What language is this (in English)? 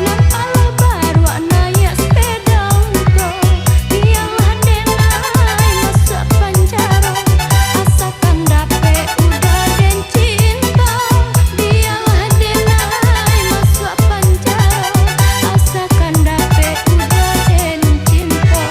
Minangkabau